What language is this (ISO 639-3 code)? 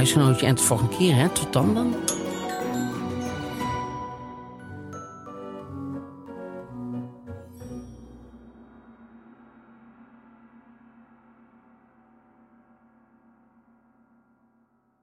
nld